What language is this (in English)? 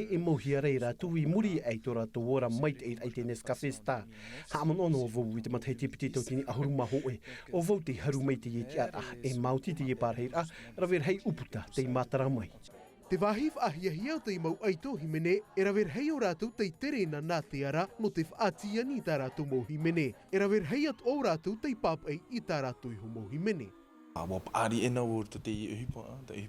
Tahitian